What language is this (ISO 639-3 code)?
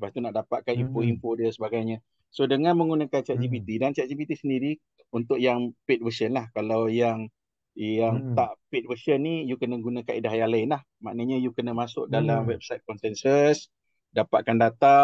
msa